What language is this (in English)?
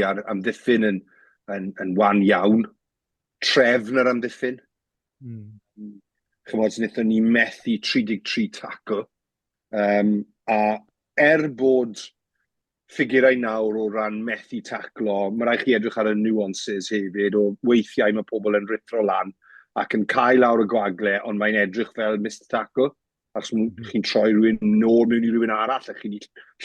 Welsh